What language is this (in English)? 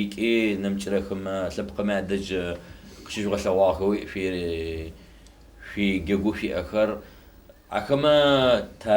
Adyghe